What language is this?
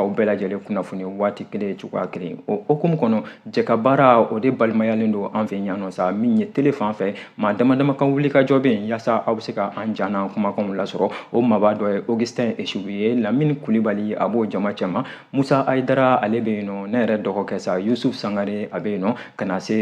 Bambara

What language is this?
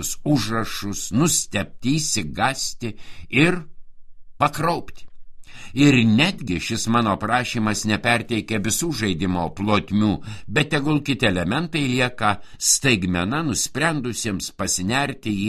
Lithuanian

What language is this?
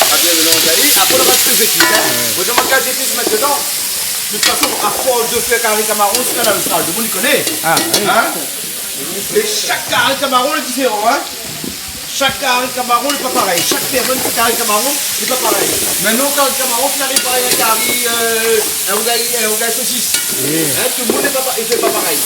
Réunion Creole French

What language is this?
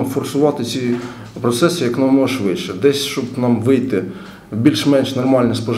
Ukrainian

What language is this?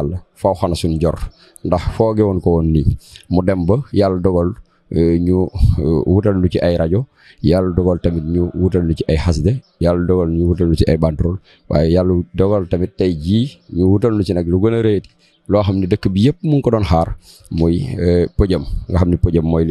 Wolof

